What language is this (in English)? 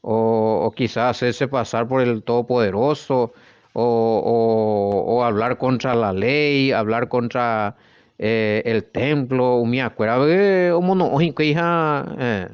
Guarani